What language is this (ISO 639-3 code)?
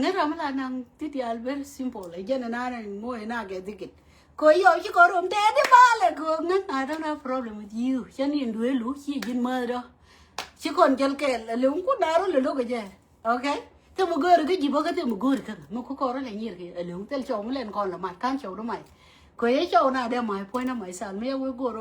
nus